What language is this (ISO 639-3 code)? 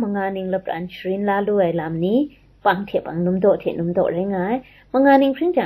kac